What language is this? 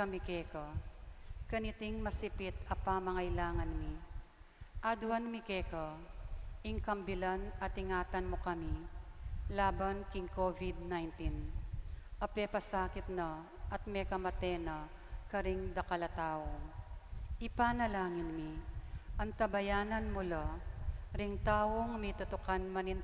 Pampanga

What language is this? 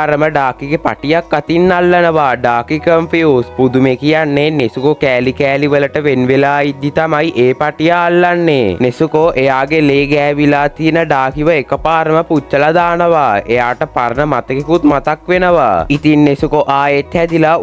Sinhala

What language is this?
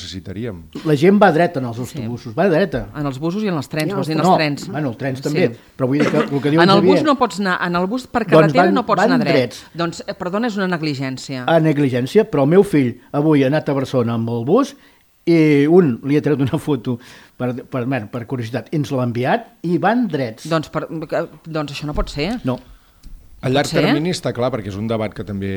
Catalan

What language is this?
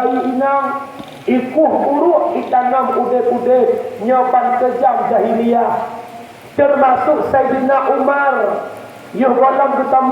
Achinese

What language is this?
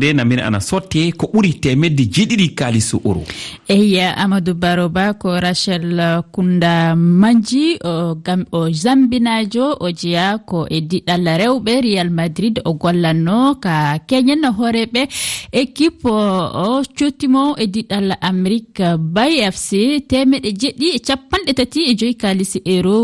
Fula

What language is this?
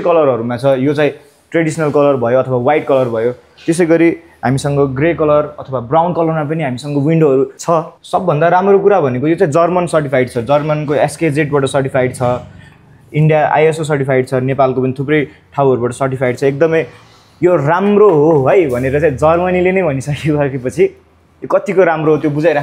Nepali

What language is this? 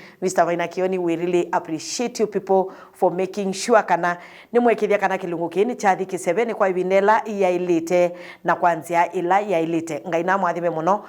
Kamba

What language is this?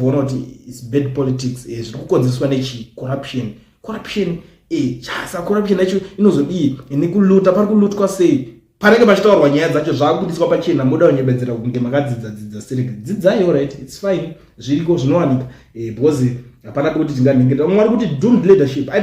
Shona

